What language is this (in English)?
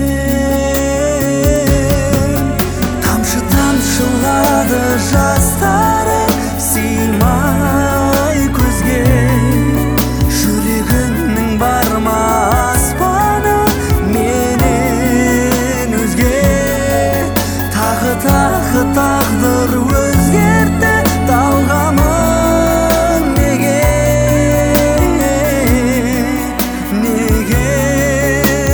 Kazakh